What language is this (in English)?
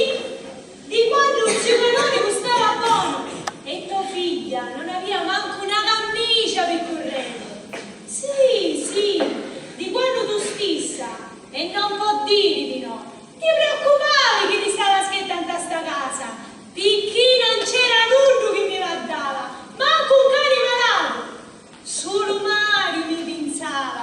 Sicilian